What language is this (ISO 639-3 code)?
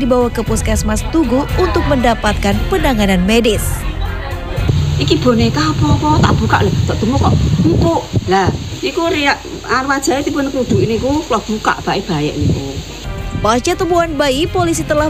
ind